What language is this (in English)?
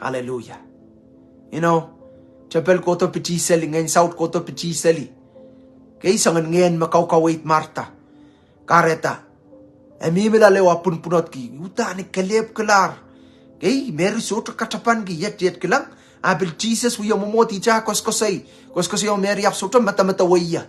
Pohnpeian